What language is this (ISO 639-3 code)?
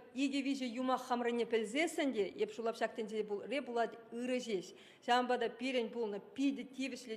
chv